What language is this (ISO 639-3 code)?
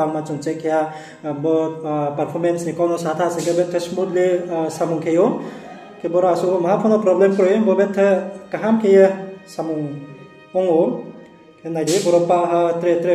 ria